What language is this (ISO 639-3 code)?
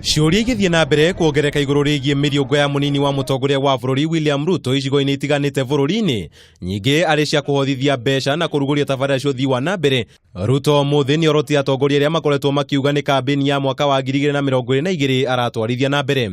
kik